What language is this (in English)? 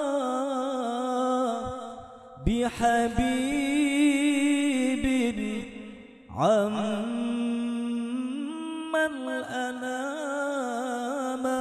Arabic